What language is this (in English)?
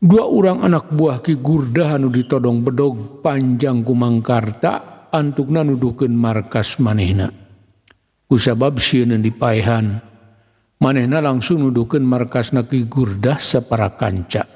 Sundanese